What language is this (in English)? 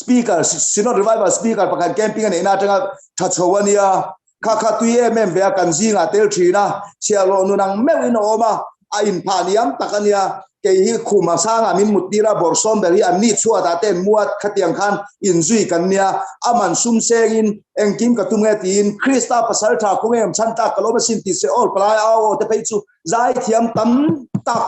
Mizo